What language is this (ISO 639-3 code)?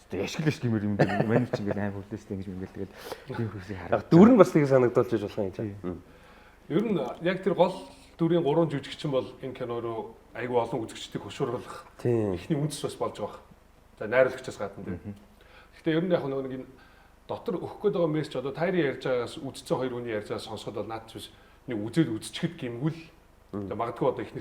mon